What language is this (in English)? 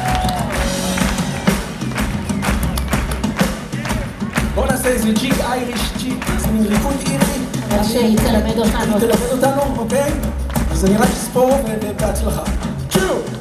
Hebrew